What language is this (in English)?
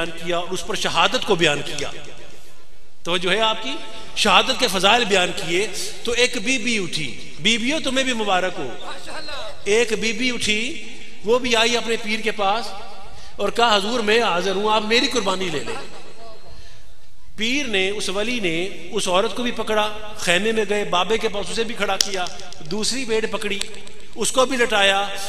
Urdu